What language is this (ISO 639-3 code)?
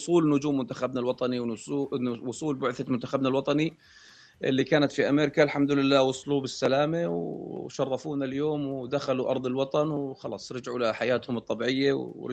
apc